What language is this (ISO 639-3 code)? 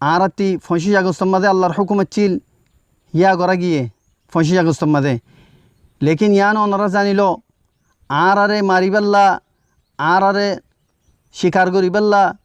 rhg